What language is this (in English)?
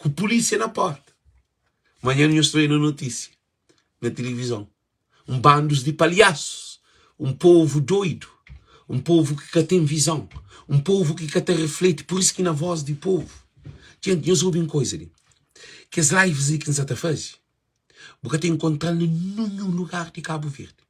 Kabuverdianu